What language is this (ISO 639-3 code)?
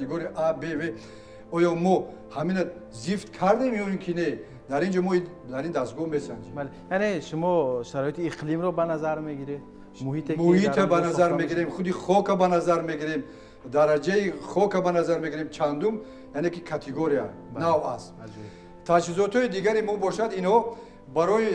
tgk